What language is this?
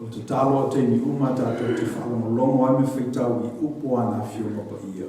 Samoan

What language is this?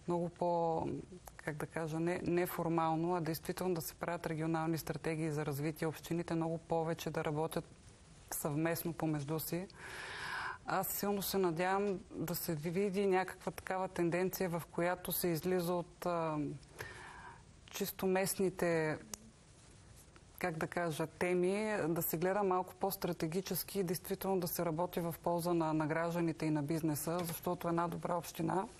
Bulgarian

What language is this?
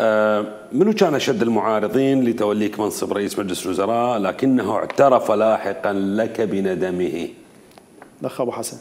Mesopotamian Arabic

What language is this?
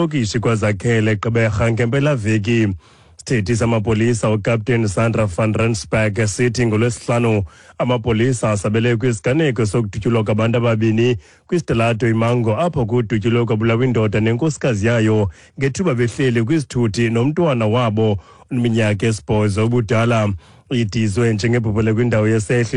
Xhosa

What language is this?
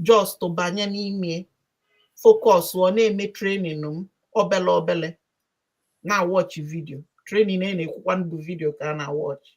Igbo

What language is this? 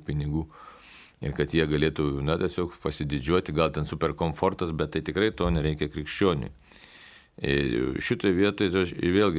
Lithuanian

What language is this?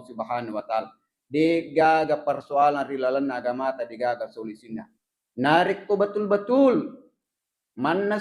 Buginese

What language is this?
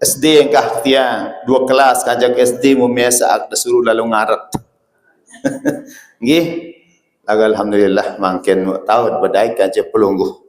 Sasak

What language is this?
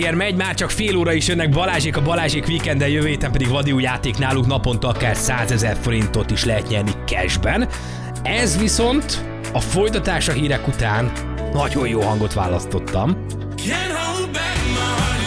Hungarian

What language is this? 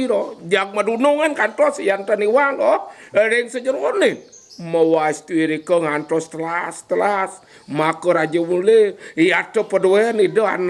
Balinese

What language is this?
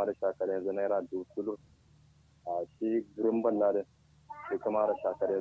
Kanuri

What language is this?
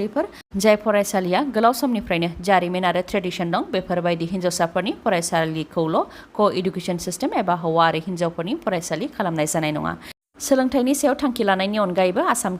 Bodo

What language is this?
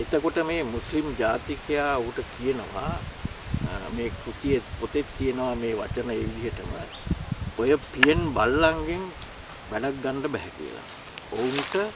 Sinhala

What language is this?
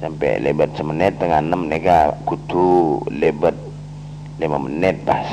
Madurese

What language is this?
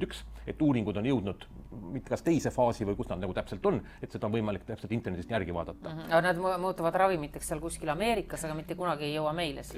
Estonian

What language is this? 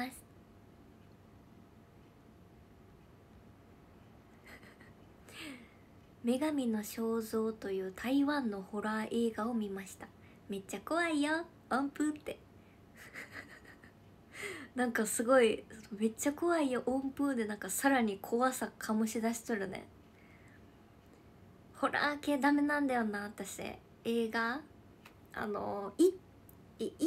Japanese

